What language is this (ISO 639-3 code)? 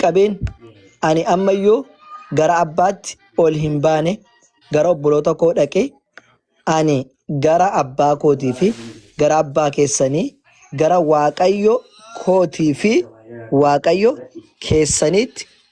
orm